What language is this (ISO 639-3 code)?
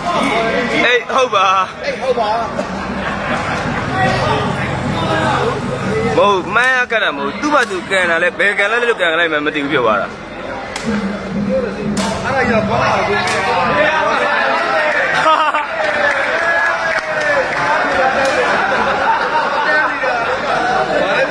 mya